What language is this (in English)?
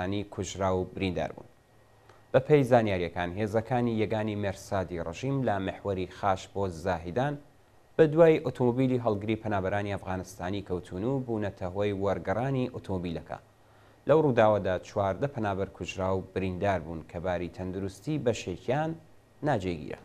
Central Kurdish